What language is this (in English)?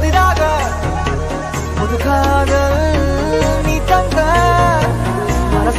Tamil